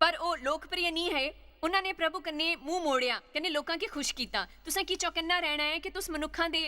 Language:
Dogri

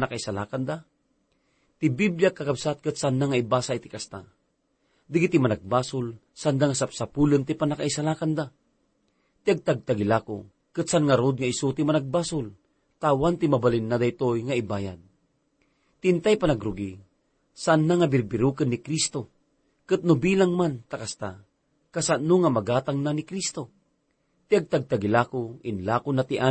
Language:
Iloko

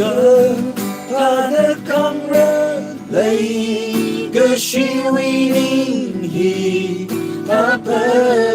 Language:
Tangkhul Naga (India)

